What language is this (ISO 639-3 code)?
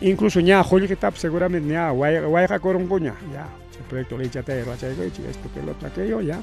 quy